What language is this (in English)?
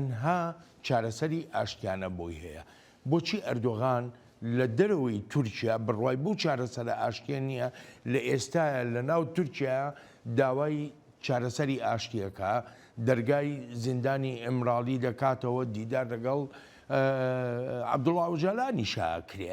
Central Kurdish